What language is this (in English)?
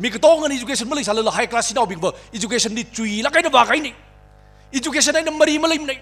Tangkhul Naga (India)